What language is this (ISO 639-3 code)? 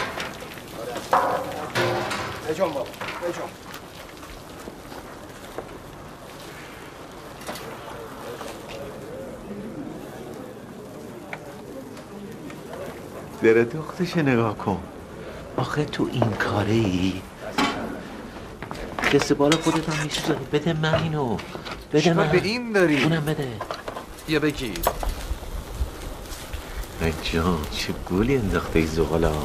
fas